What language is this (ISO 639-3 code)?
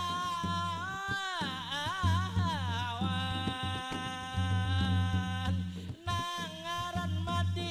bjn